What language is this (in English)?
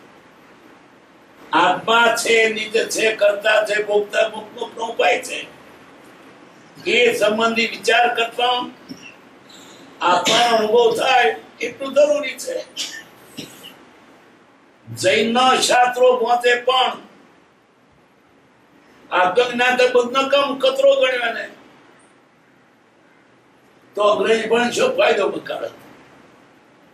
Gujarati